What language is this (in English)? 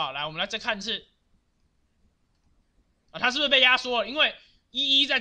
Chinese